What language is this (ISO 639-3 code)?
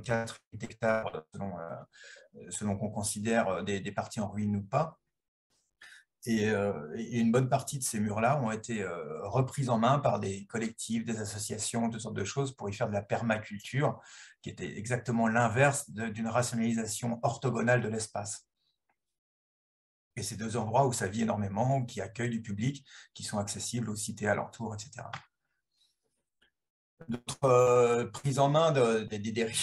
fra